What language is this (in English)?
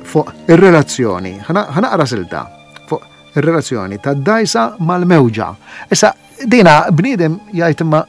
Maltese